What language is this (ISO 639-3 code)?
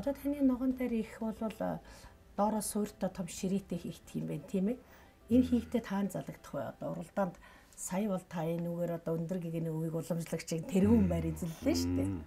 mon